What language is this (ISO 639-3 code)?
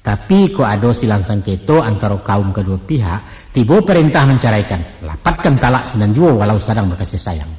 min